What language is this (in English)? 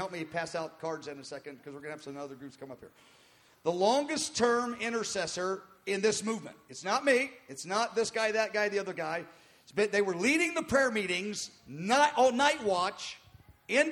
English